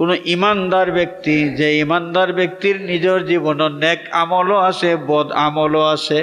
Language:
Sylheti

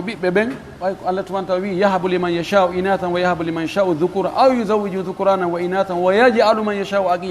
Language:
Pular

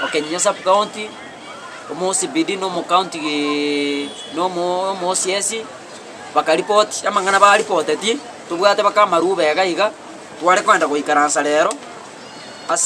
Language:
Gusii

